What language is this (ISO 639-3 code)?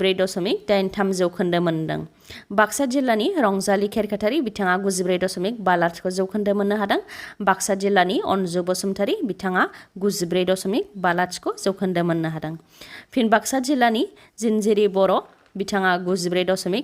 brx